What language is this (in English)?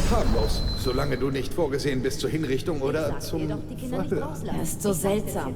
Bavarian